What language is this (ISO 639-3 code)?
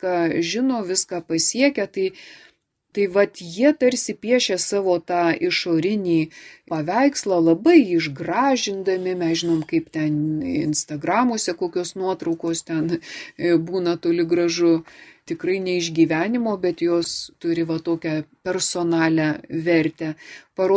lit